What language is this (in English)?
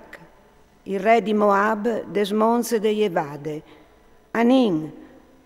Friulian